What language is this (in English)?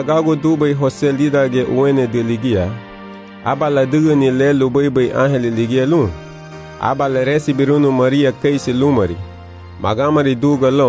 Garifuna